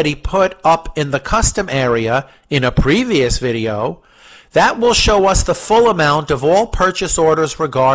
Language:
English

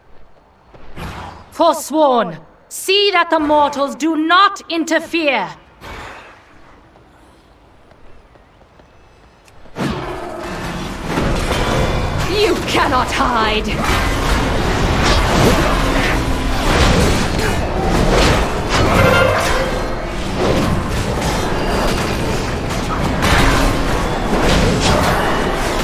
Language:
English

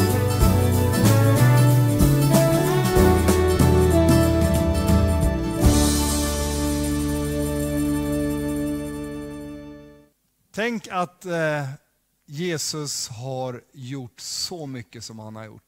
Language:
Swedish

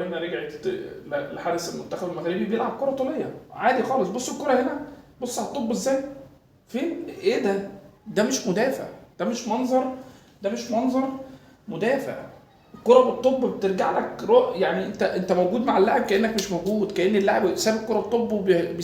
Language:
Egyptian Arabic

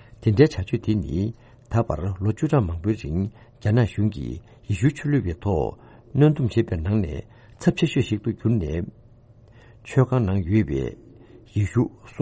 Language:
Tibetan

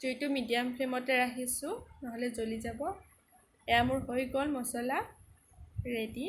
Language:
Assamese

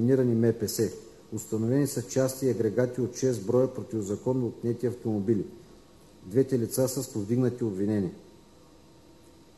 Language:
Bulgarian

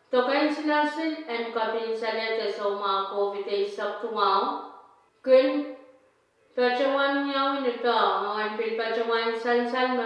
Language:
Pohnpeian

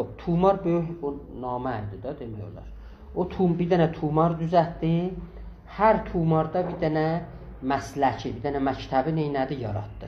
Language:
South Azerbaijani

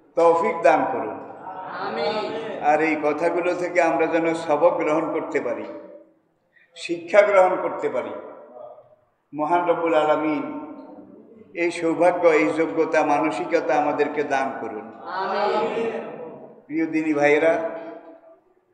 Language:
Bangla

